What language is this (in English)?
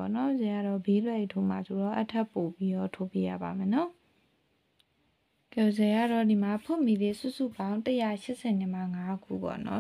Burmese